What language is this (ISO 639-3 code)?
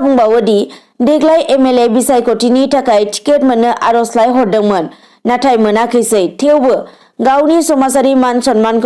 brx